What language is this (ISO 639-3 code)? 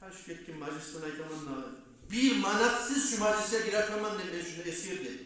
kum